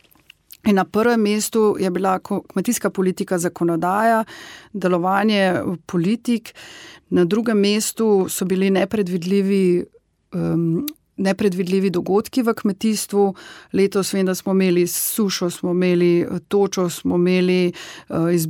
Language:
Slovenian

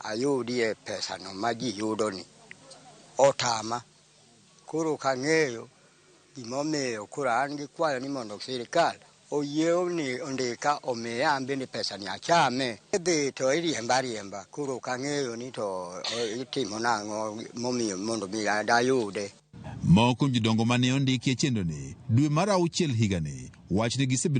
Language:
Luo (Kenya and Tanzania)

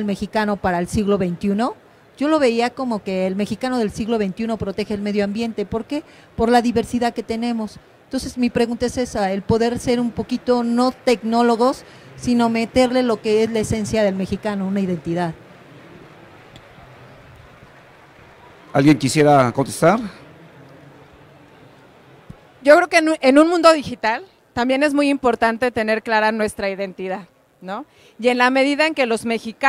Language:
Spanish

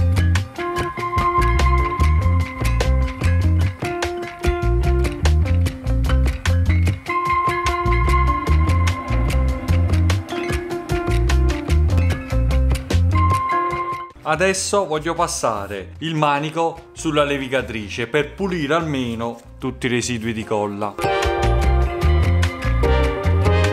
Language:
Italian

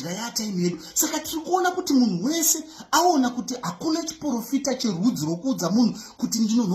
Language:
Shona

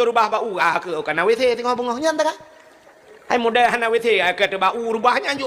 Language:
Achinese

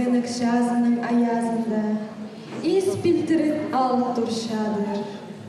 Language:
Khakas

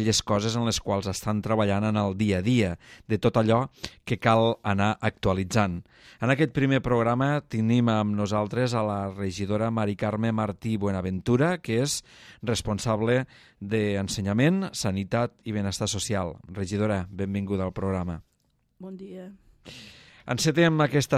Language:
Catalan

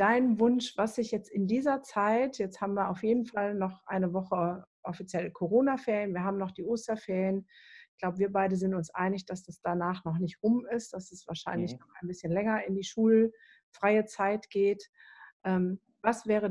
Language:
German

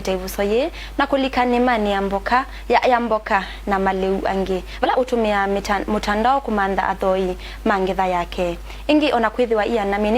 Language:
Kamba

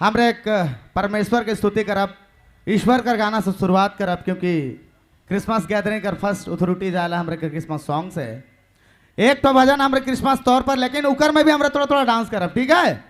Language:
Sadri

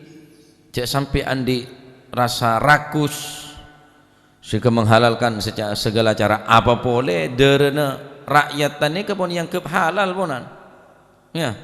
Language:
Madurese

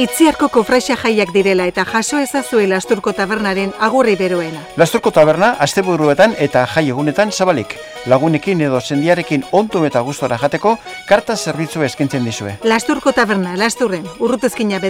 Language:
Basque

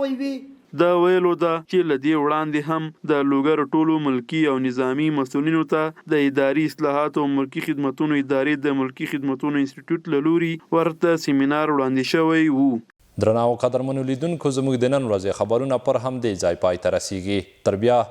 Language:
Pashto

